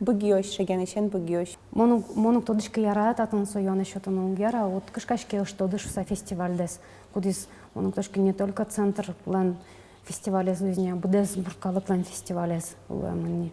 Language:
Udmurt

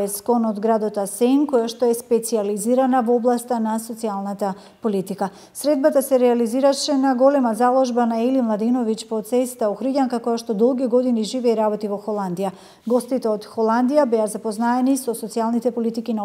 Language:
Macedonian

